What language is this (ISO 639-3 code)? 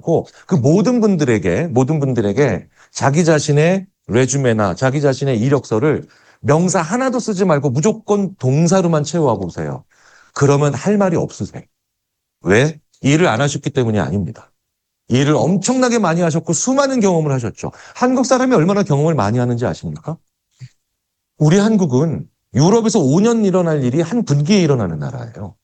kor